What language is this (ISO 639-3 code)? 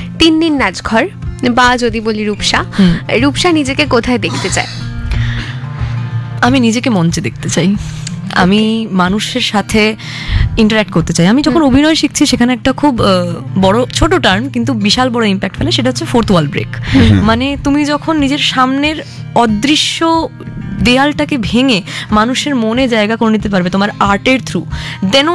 ben